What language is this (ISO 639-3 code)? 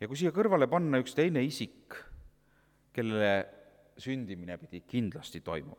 est